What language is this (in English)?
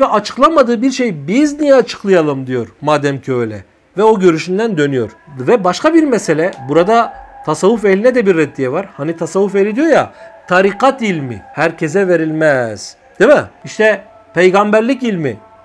Turkish